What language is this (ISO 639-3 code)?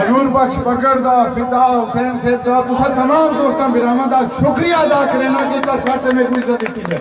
skr